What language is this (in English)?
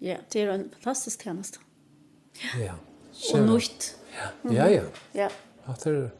Faroese